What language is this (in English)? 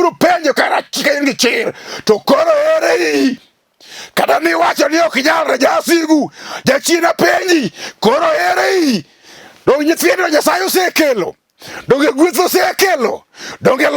Luo (Kenya and Tanzania)